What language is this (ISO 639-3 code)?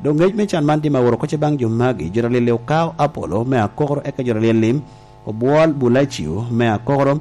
laj